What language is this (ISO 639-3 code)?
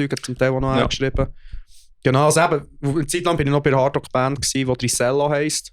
gsw